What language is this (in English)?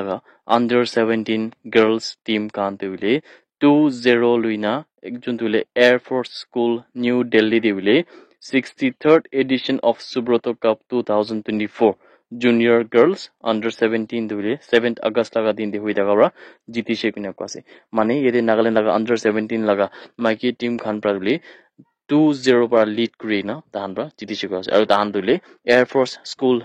Naga Pidgin